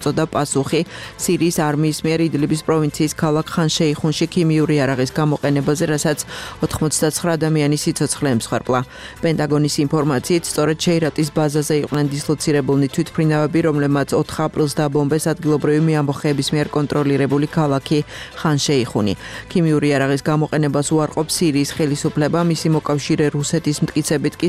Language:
Georgian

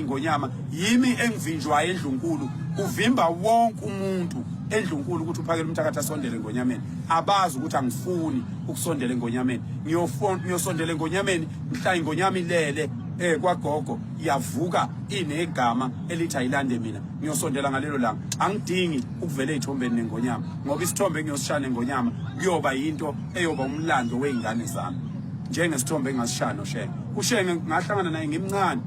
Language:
Zulu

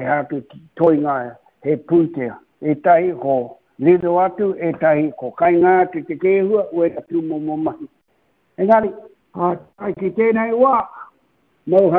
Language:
Māori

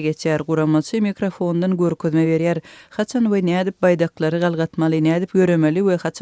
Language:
Turkmen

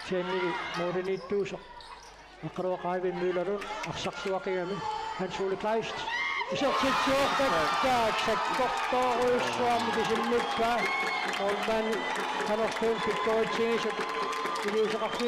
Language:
Kalaallisut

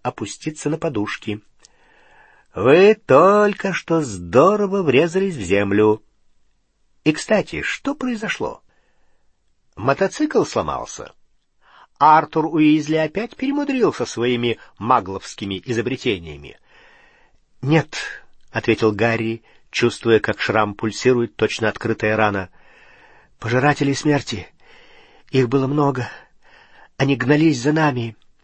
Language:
Russian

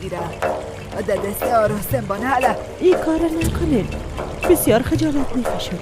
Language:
Persian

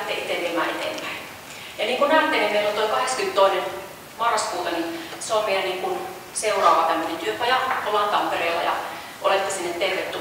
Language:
Finnish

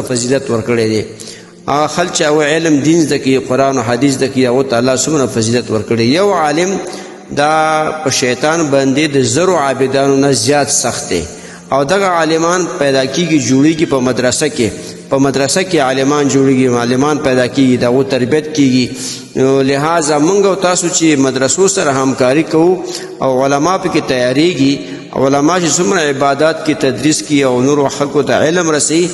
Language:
Pashto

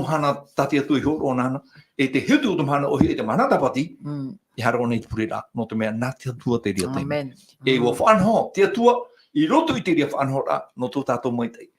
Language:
Tahitian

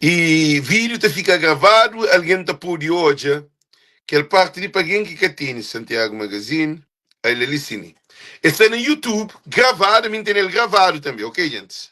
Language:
Kabuverdianu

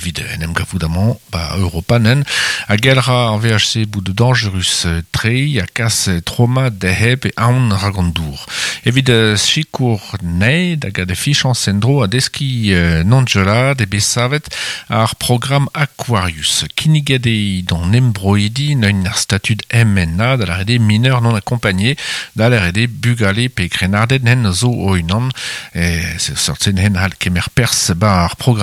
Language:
Breton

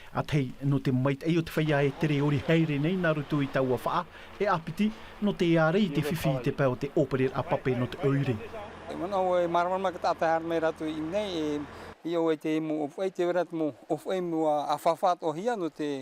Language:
Tahitian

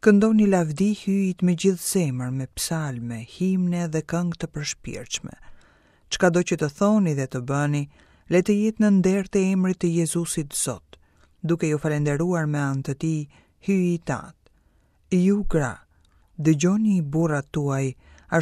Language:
Albanian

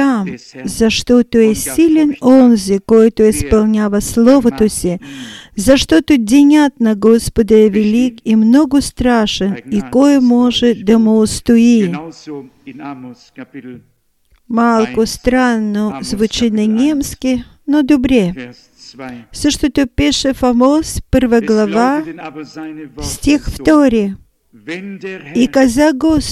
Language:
Bulgarian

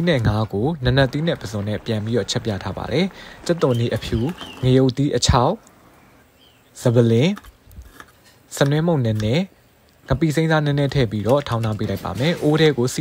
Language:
Burmese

